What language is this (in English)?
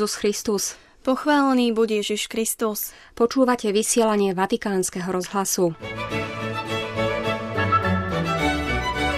Slovak